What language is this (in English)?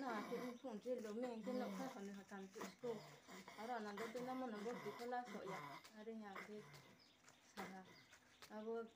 Riang (India)